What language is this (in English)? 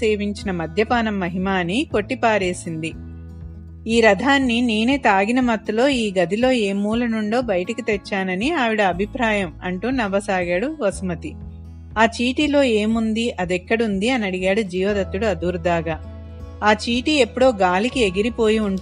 Telugu